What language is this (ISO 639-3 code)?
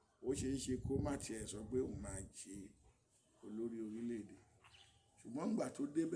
yor